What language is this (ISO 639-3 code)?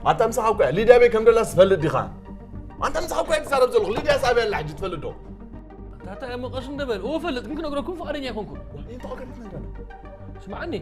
tir